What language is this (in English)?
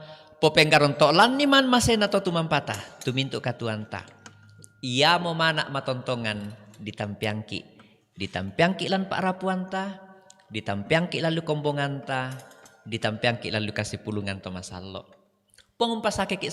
Toraja-Sa'dan